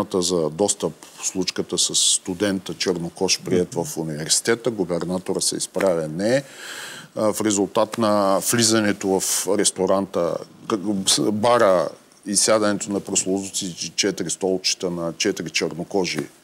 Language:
Bulgarian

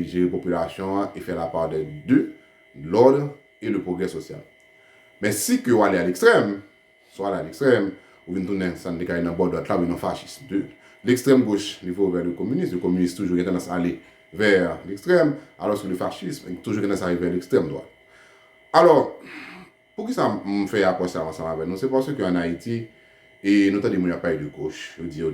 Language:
Haitian Creole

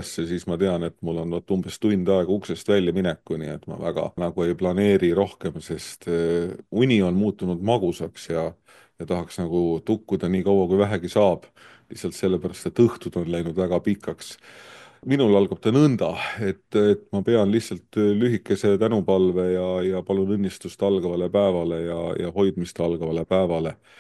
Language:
Estonian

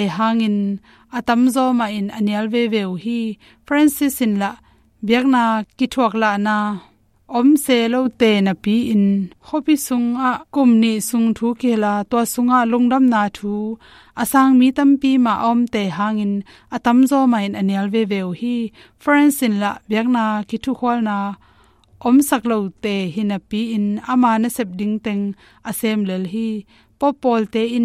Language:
Tedim Chin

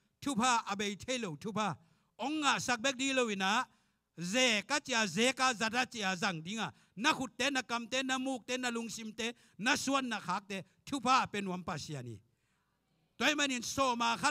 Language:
Tedim Chin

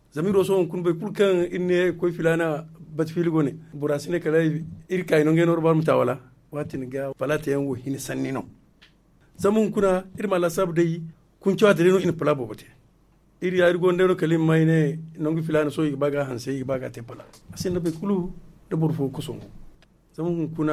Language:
Zarma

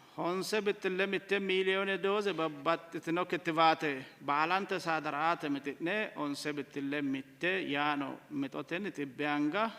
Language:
Sidamo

